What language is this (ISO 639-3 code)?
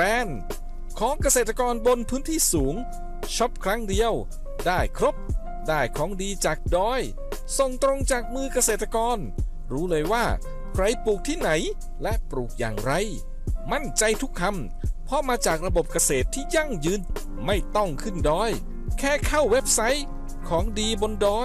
tha